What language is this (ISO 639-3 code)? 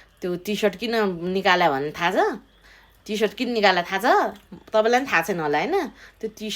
nep